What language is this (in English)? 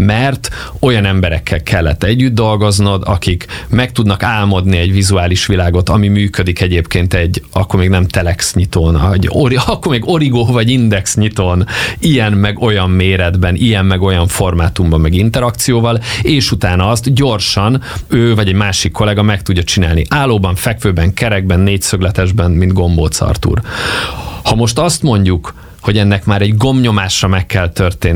Hungarian